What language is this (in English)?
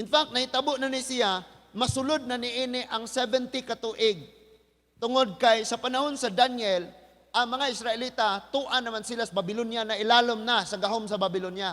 Cebuano